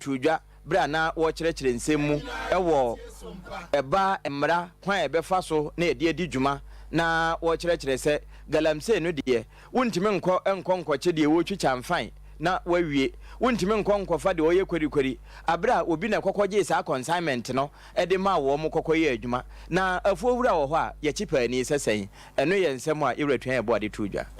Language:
Akan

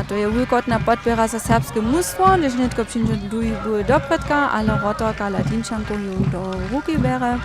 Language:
Upper Sorbian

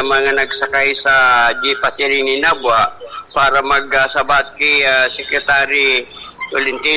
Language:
Bikol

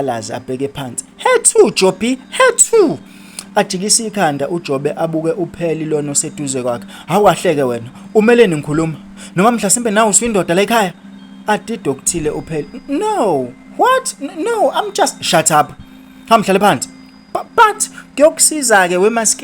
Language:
Zulu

